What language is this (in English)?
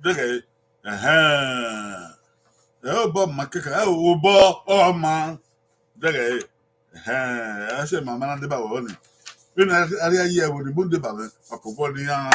Bini